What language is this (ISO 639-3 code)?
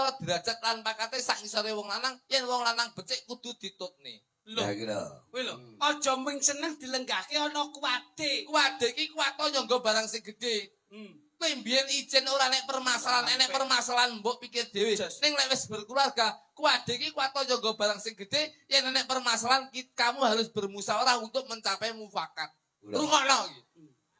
jav